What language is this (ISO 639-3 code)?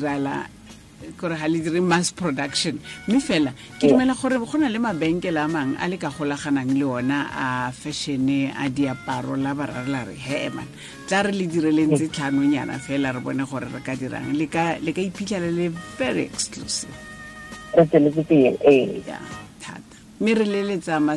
tsn